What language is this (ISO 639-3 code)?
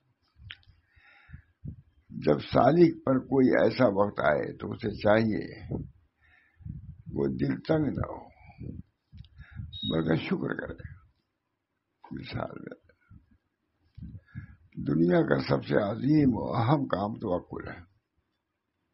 urd